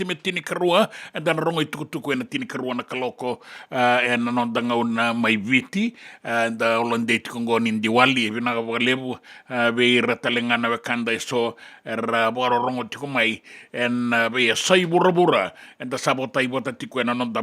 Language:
Fijian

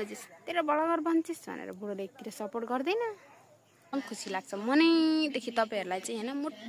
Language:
Nepali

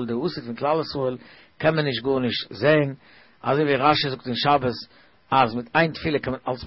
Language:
Yiddish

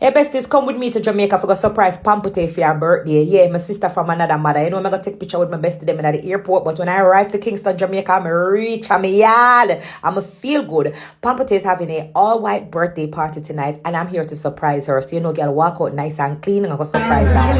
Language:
Jamaican Creole English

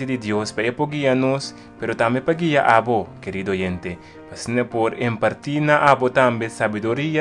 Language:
Papiamento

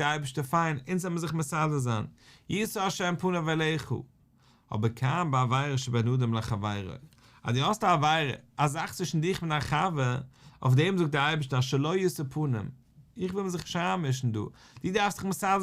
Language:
Yiddish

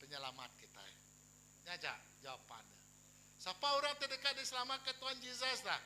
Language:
Iban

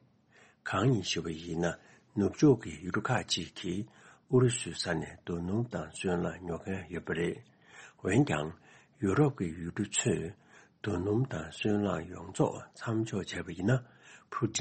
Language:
Tibetan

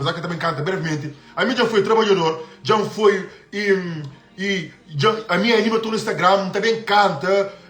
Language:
Kabuverdianu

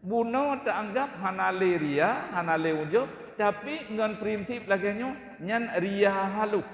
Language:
Achinese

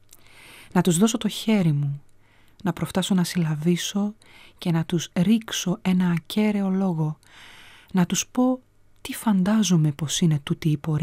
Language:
Greek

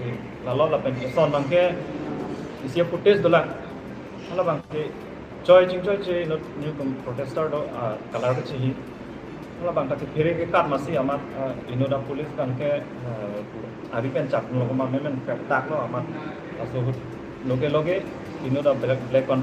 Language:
Karbi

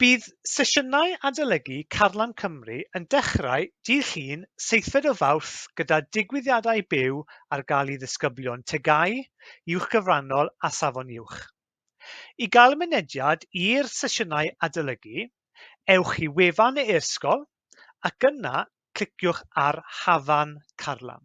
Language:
Welsh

